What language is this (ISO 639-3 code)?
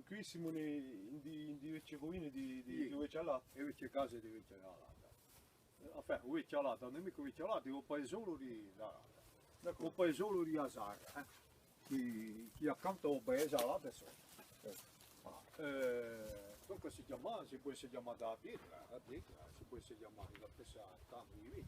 cos